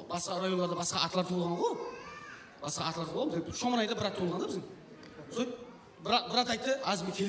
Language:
Kara-Kalpak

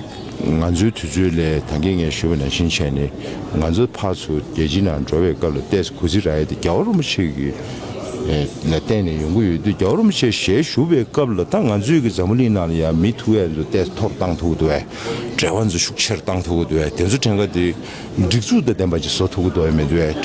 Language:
Tibetan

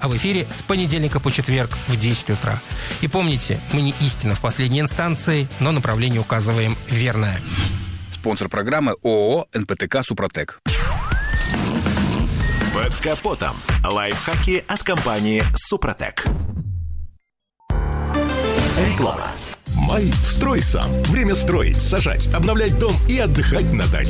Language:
Russian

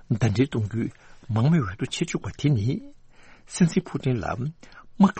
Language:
Tibetan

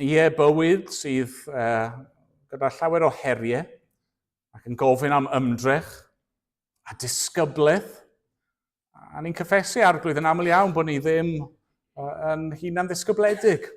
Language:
Welsh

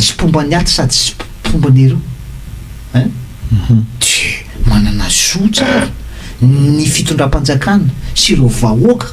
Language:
Malagasy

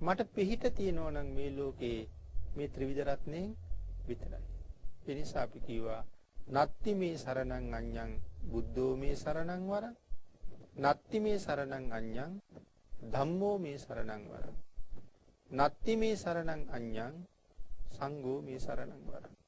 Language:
Sinhala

